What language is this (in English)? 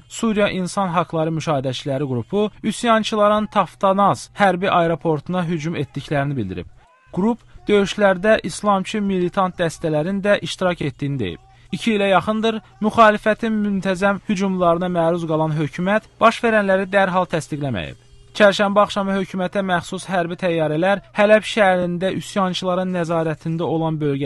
Azerbaijani